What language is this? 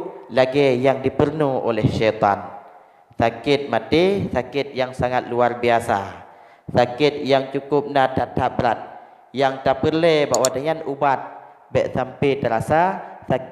Achinese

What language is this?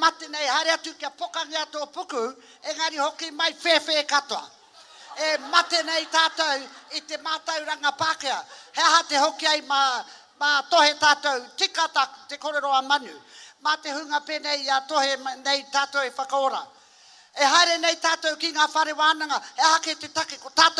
Māori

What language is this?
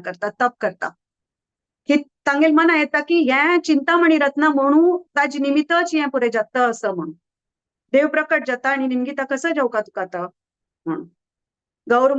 Konkani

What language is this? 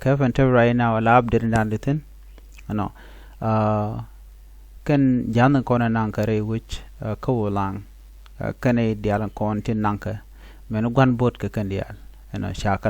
Nuer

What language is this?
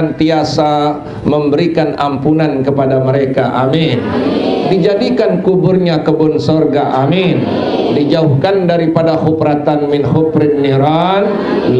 Sasak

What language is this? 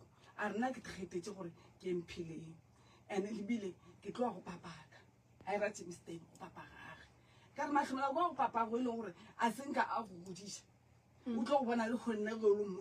Northern Sotho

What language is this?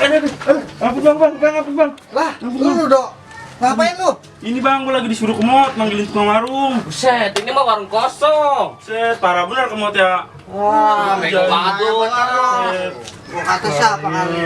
Betawi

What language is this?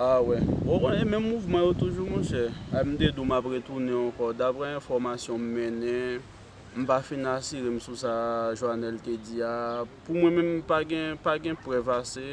Haitian Creole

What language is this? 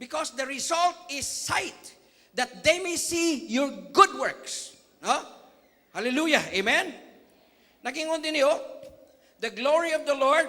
Cebuano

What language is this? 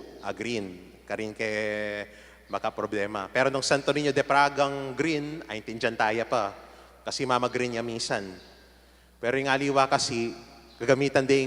Pampanga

